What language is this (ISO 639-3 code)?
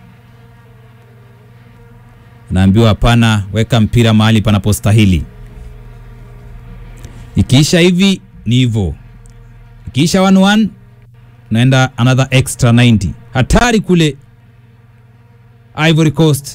swa